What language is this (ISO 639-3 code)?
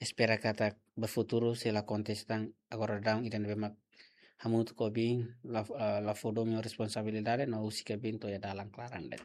tet